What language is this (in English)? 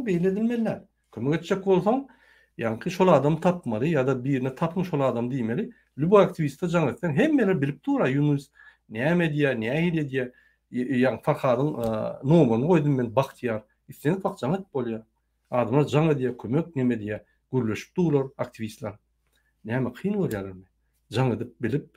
Turkmen